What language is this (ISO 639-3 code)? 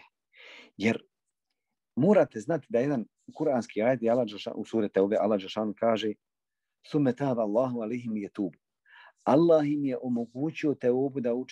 bos